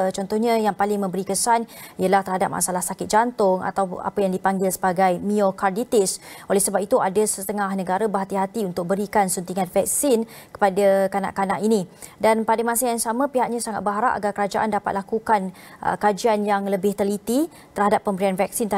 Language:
Malay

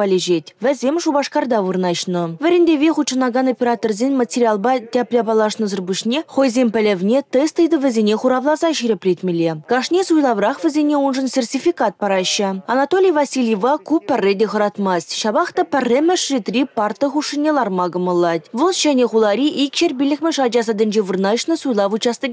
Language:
Chuvash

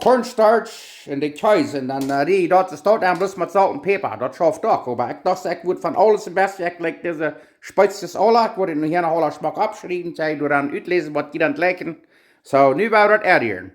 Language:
Plautdietsch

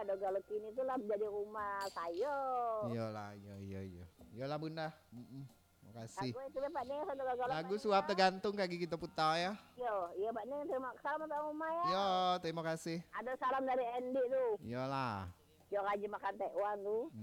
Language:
Minangkabau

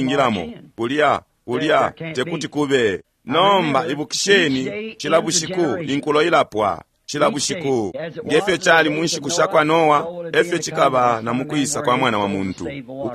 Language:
Bemba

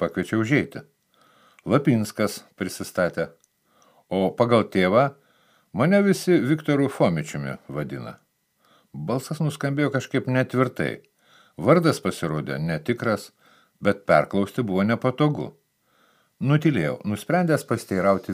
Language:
Lithuanian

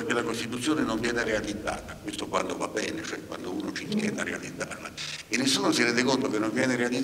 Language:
Italian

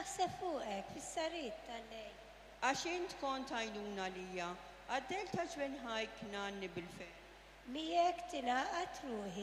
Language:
Maltese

